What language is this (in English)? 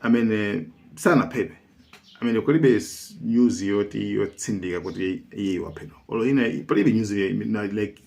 Nyanja